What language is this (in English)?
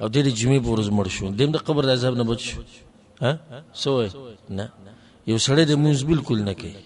Pashto